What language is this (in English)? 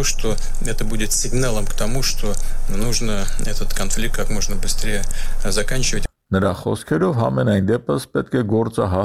Armenian